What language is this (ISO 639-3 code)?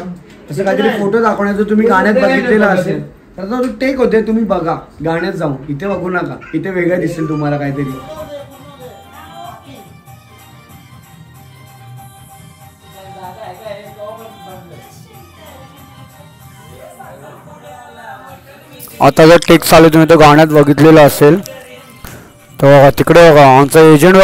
mar